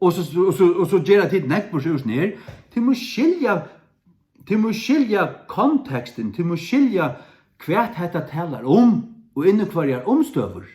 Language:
Faroese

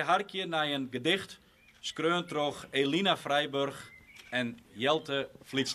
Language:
Western Frisian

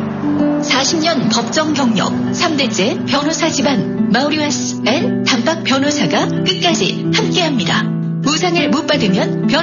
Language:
Korean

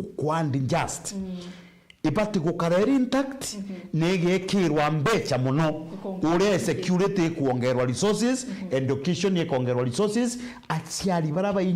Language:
Meru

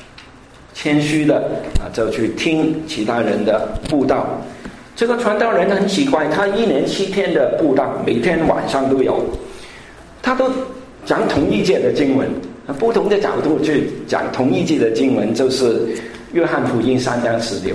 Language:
Chinese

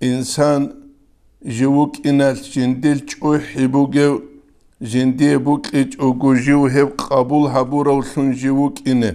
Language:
Avaric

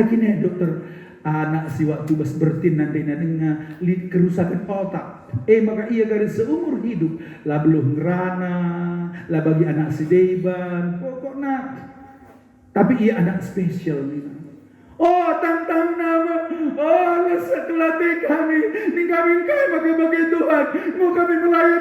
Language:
Batak Karo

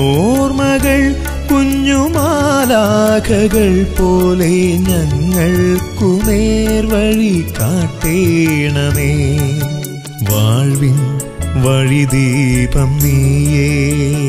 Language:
Malayalam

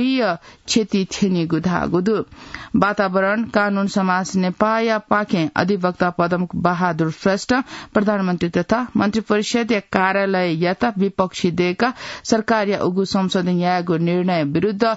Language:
Newari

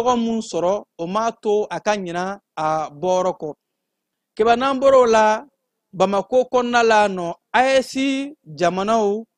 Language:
Bambara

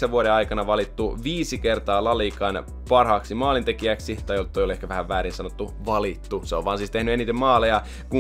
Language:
Finnish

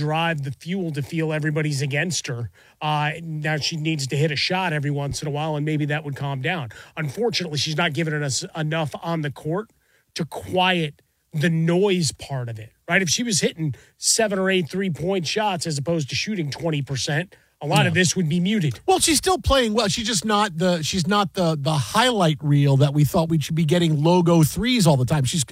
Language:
English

